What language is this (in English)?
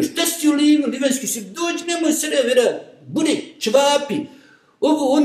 Bosnian